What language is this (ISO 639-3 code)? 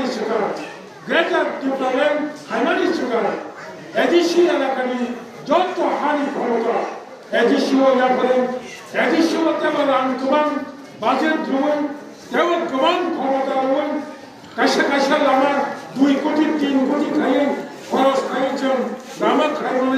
trp